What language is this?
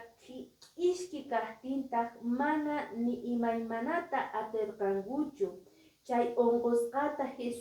Quechua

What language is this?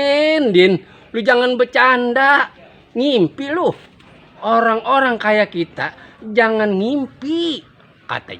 Betawi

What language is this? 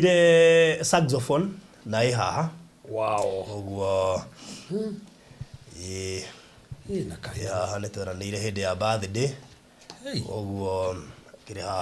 Kikuyu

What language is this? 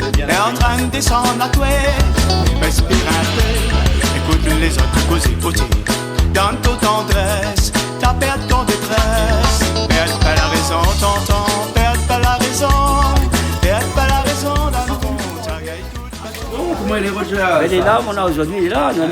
Réunion Creole French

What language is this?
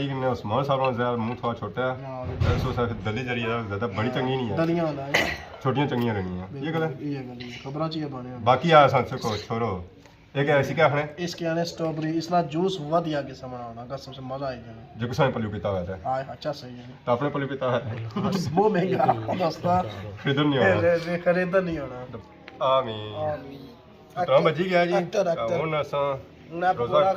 Pahari-Potwari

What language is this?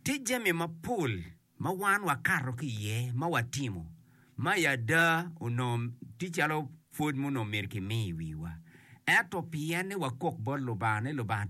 Acoli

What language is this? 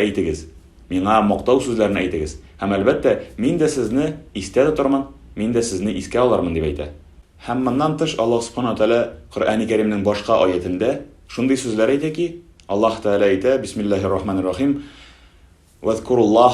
Tatar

